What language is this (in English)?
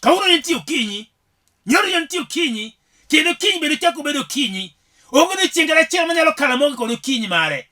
Luo (Kenya and Tanzania)